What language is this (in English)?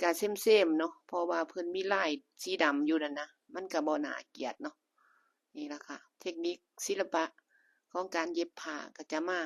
Northeastern Thai